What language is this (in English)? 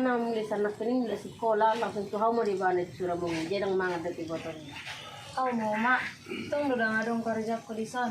Batak Toba